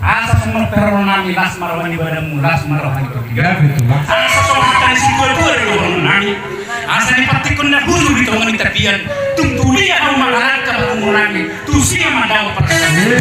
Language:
Batak Toba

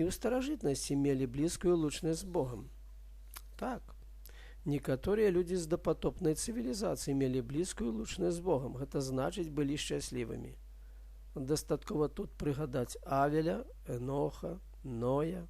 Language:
Belarusian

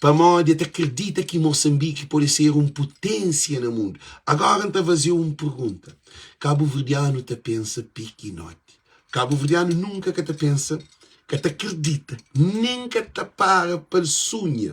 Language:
Kabuverdianu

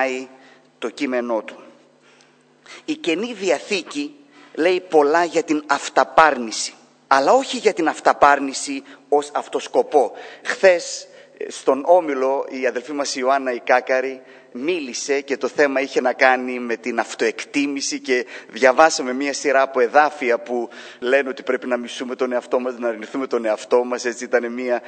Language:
Greek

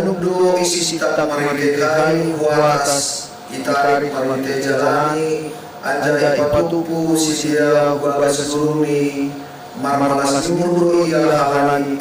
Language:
Batak Simalungun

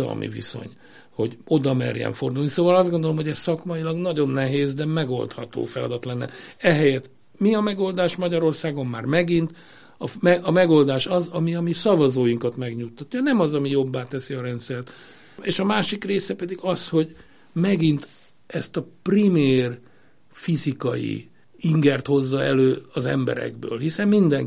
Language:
Hungarian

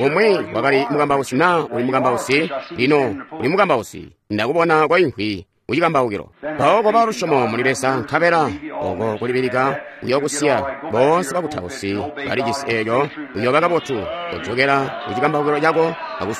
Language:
Tonga (Zambia)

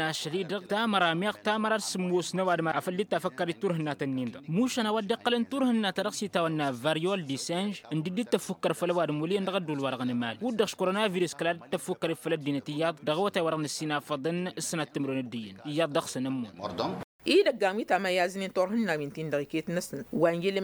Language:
Tamasheq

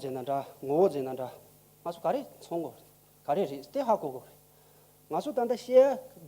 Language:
Tibetan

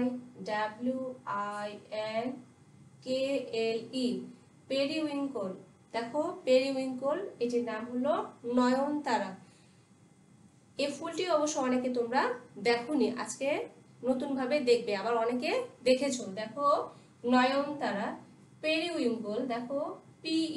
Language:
Bangla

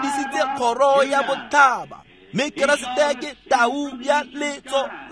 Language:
Tswana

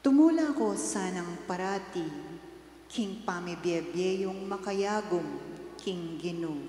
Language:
Pampanga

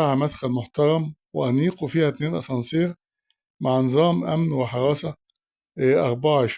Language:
Egyptian Arabic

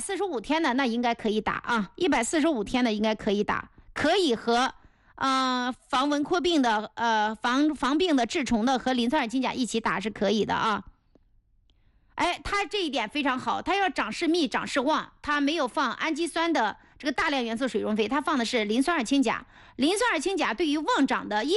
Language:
Chinese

